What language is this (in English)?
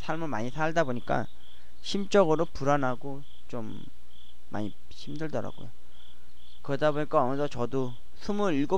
Korean